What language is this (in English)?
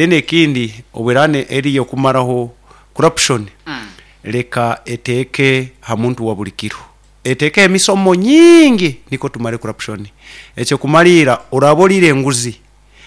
Nyoro